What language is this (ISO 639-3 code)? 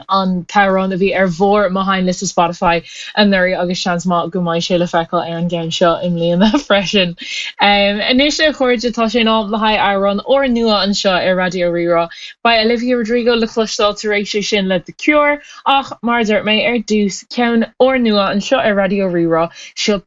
gle